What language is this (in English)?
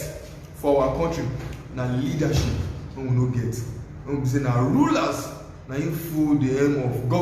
Nigerian Pidgin